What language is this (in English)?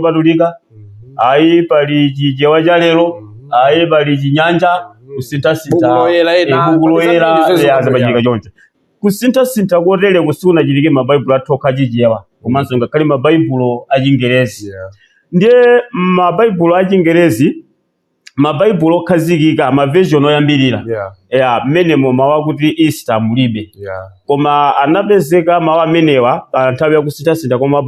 Nyanja